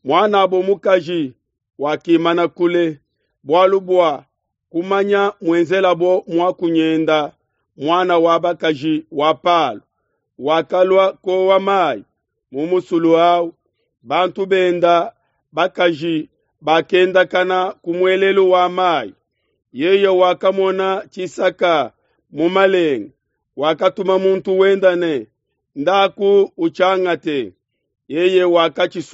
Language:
Luba-Lulua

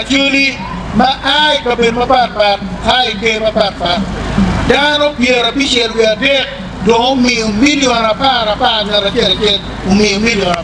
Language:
Acoli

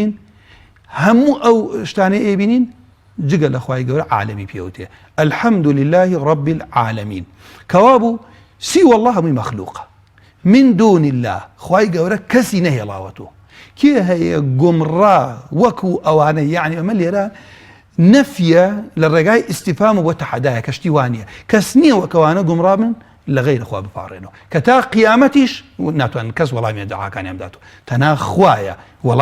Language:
Central Kurdish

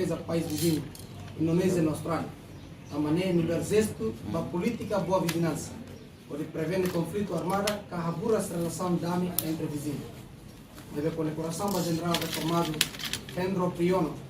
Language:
Tetum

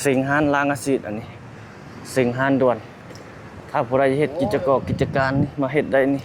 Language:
Lao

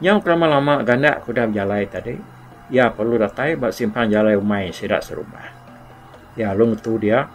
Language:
Iban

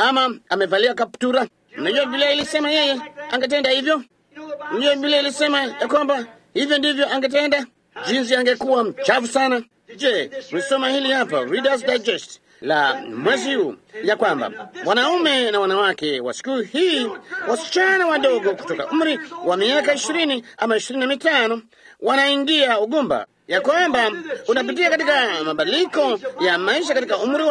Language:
Swahili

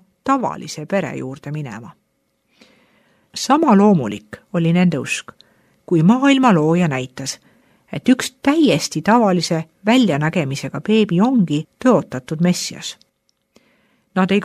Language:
Estonian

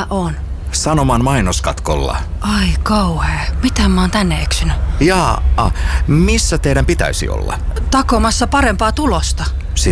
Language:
Finnish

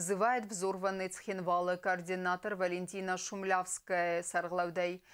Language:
Ossetic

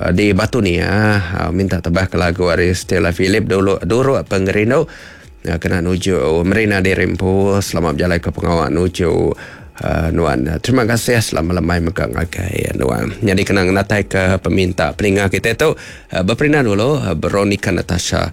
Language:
Iban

